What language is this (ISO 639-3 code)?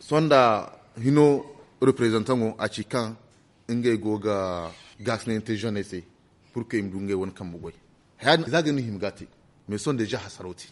dje